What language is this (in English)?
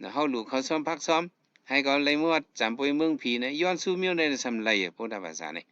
Shan